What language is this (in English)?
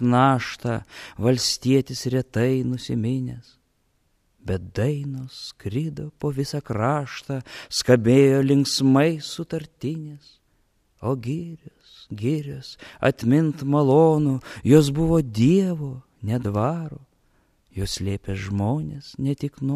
Lithuanian